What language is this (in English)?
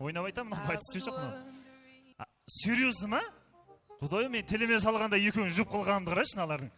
Kara-Kalpak